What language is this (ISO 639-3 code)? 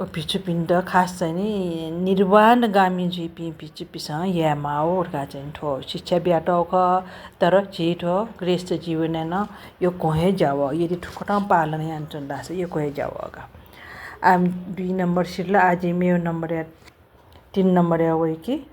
new